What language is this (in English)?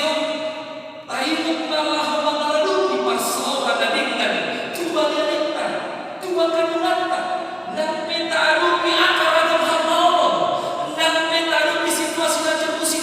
Batak Toba